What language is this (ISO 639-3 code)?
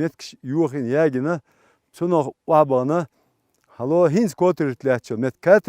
che